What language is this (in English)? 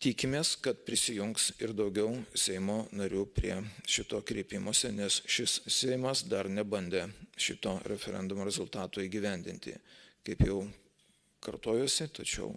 Lithuanian